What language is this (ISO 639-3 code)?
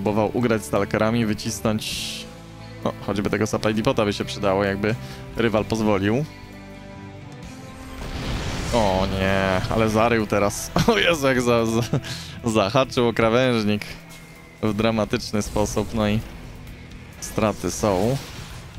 pol